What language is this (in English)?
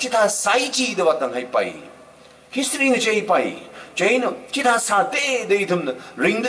Tangkhul Naga (India)